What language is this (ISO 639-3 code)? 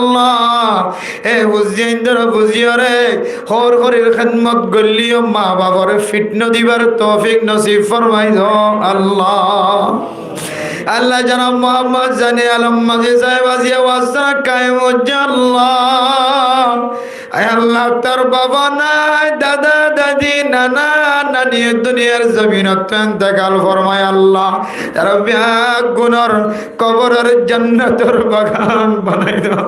rhg